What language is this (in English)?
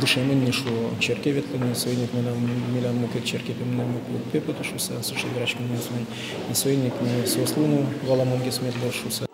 Udmurt